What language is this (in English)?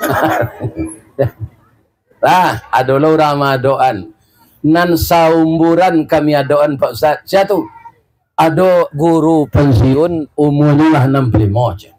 Minangkabau